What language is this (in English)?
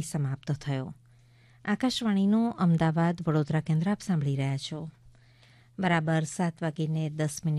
Gujarati